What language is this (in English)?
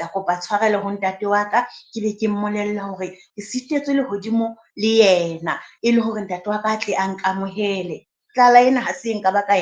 Southern Sotho